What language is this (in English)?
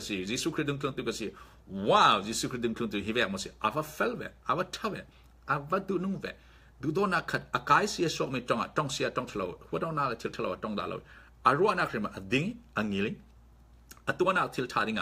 Falam Chin